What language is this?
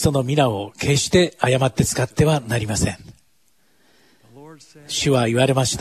Japanese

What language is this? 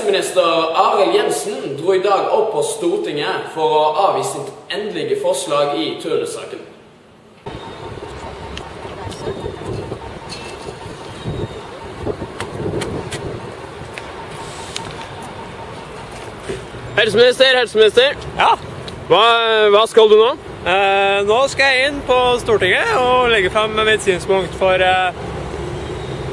Norwegian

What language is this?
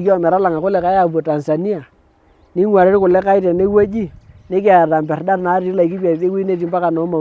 Masai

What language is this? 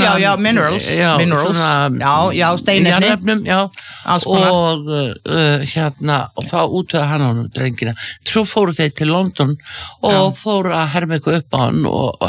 Icelandic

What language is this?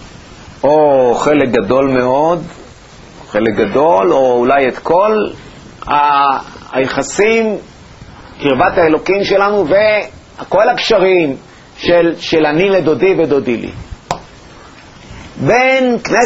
Hebrew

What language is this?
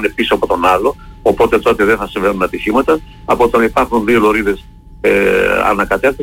Greek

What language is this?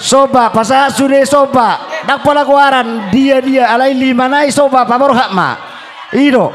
Batak Toba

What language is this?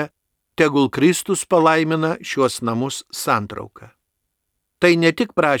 Lithuanian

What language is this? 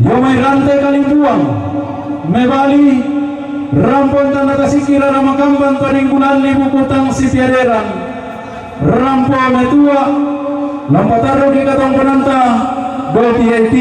Toraja-Sa'dan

